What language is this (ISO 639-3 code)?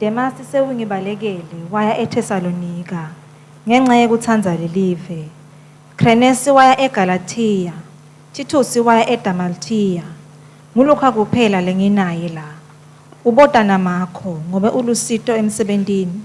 ssw